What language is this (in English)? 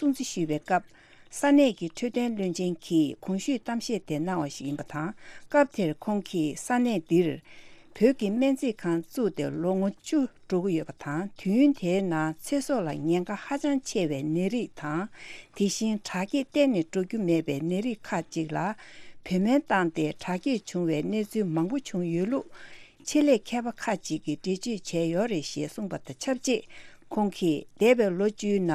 Tibetan